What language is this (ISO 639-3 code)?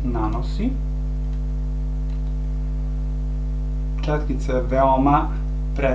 srp